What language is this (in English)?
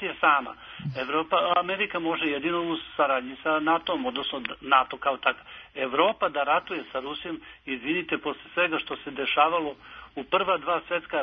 Serbian